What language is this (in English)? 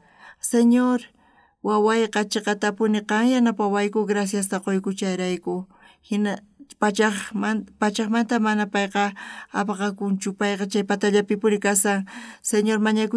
South Bolivian Quechua